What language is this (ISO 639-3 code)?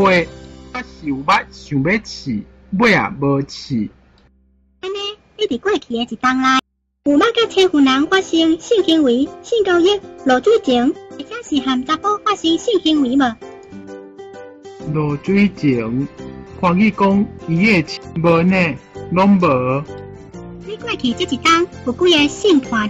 nan